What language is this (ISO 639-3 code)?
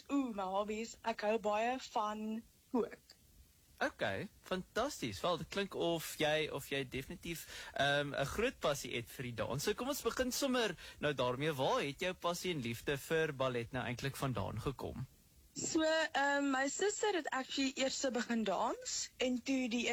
afr